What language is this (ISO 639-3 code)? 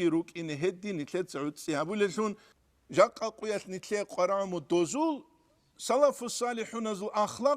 ava